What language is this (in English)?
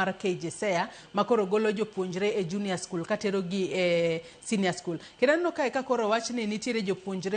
Luo (Kenya and Tanzania)